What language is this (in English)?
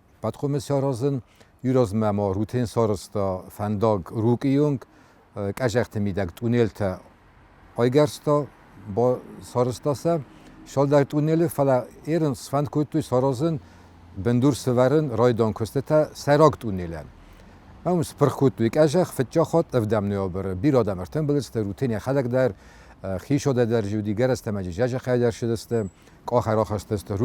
Ossetic